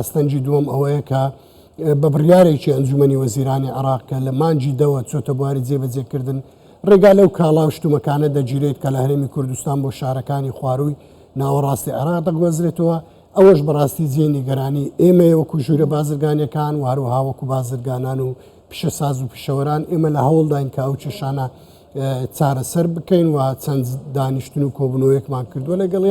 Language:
Central Kurdish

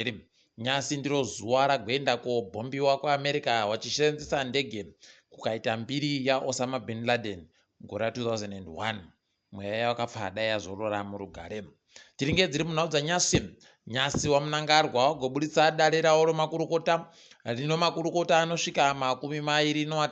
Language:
Ndau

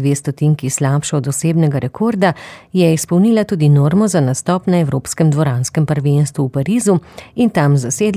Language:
Slovenian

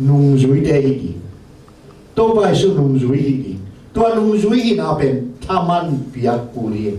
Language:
Tedim Chin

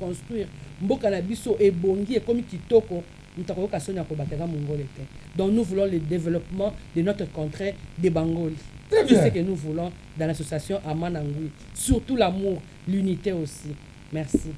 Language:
Lingala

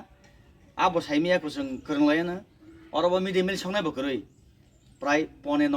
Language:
Kok Borok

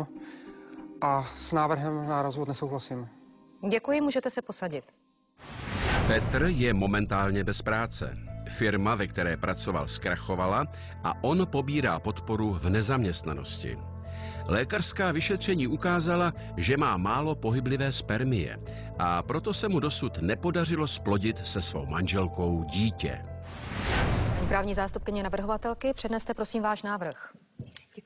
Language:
Czech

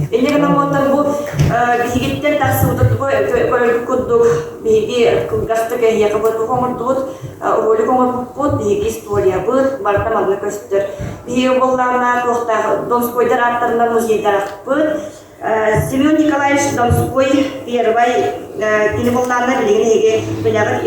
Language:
Yakut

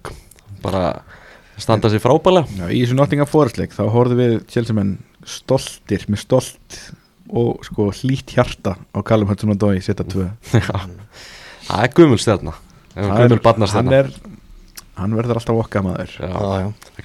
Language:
Icelandic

